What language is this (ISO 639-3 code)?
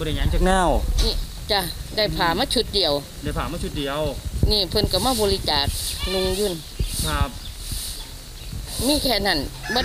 tha